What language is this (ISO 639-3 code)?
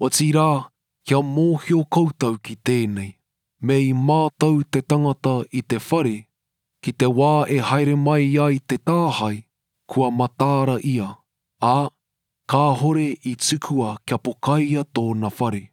mri